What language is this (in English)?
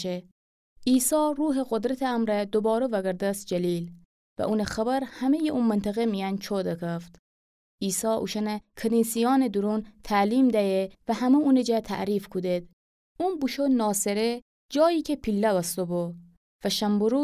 Gilaki